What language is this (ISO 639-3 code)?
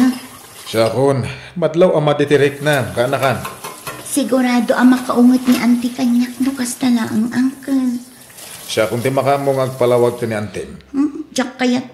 ilo